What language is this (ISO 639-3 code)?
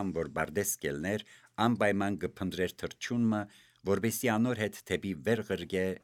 hye